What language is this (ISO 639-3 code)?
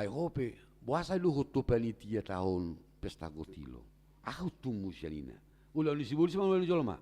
bbc